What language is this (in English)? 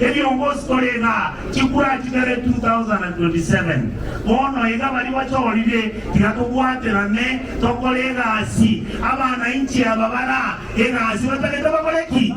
Gusii